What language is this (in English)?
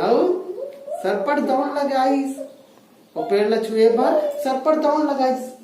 Chhattisgarhi